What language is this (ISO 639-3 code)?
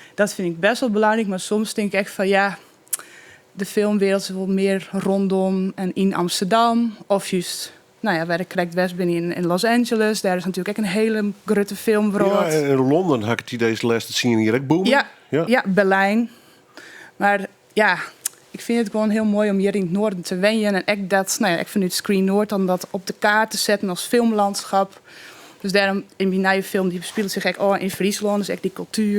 fry